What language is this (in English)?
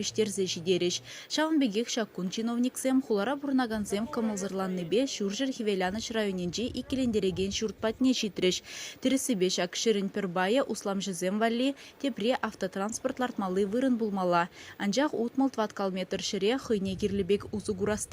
Chuvash